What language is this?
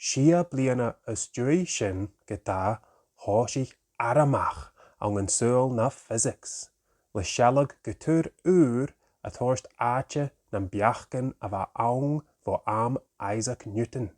Scottish Gaelic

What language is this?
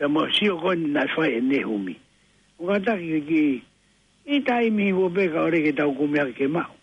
Tongan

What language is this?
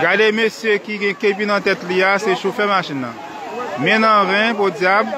Haitian Creole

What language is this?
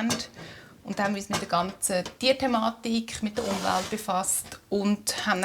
Swiss German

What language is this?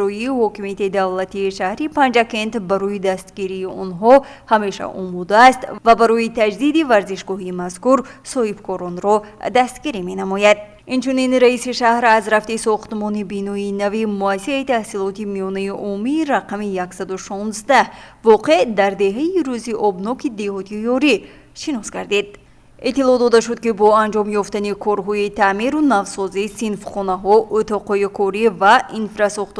Tajik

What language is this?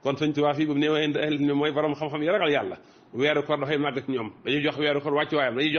Wolof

